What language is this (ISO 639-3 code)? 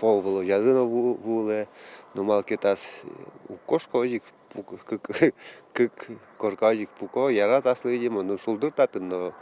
udm